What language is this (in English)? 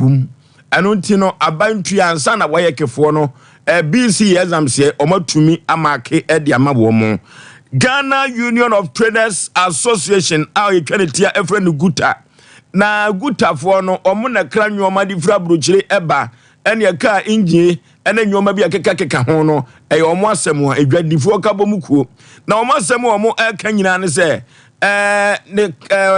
Akan